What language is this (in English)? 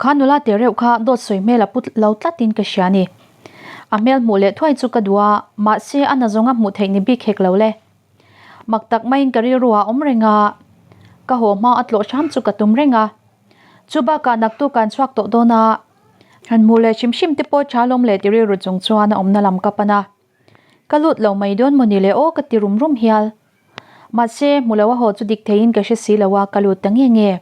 Mizo